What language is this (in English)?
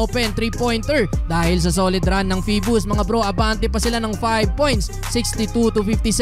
Filipino